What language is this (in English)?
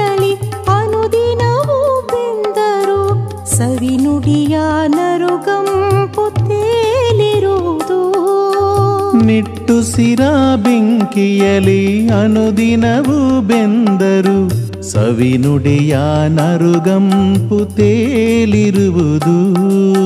Kannada